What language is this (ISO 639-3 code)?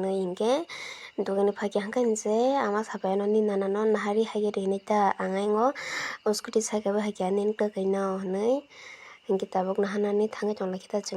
trp